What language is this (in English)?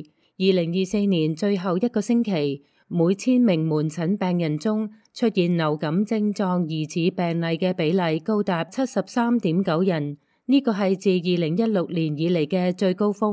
Cantonese